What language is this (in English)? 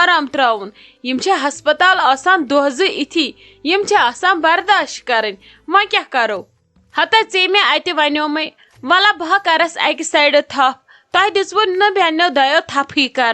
Kashmiri